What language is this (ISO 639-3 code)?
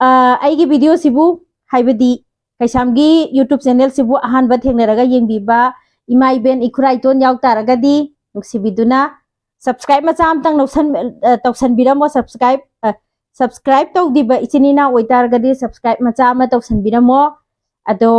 mni